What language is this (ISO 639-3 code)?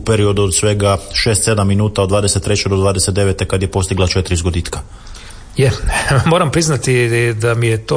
hrv